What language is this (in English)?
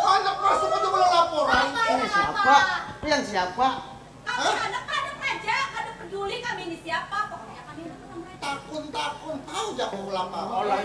Banjar